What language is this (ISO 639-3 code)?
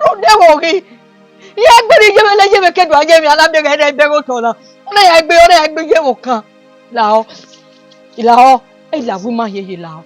bin